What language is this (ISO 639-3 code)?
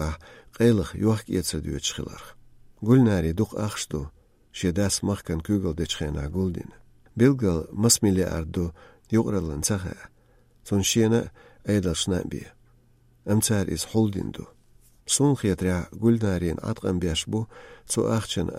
che